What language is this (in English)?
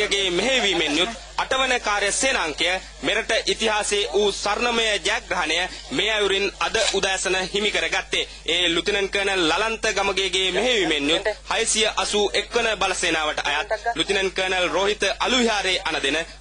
Sinhala